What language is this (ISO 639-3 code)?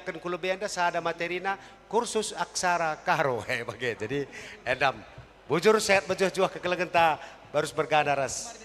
btx